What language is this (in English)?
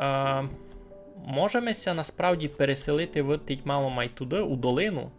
Rusyn